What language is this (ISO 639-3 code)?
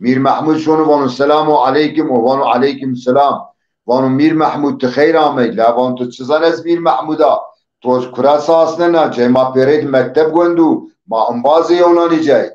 zza